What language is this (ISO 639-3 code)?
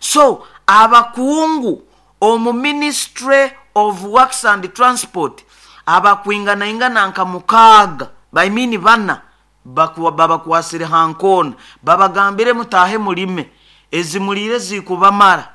nyo